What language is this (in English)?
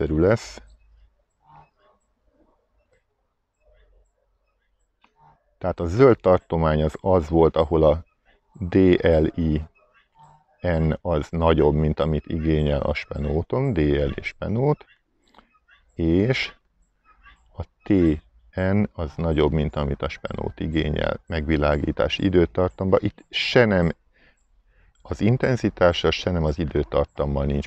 Hungarian